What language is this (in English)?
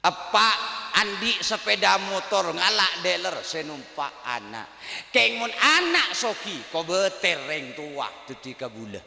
Madurese